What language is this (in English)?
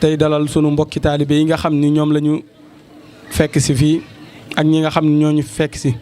Wolof